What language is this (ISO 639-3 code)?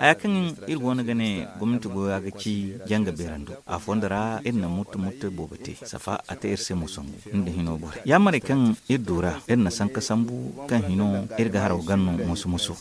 dje